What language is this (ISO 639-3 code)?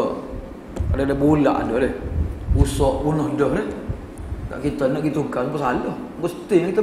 msa